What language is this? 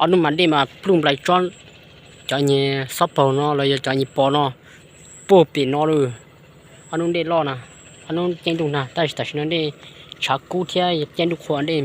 Hmong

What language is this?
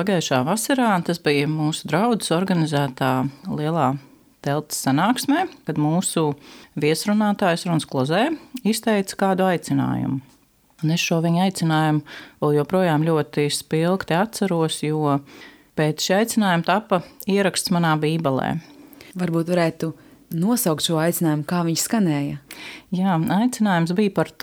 Latvian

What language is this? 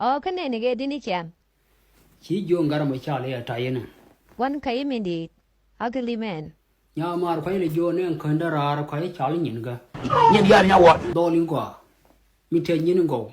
Nuer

